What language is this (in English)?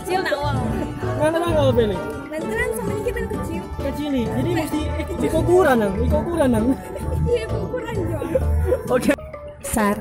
Manado Malay